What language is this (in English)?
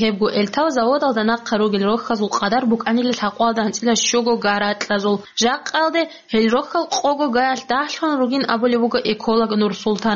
Avaric